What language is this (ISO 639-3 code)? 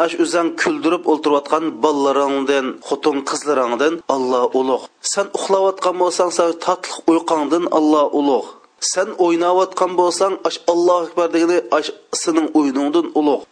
uig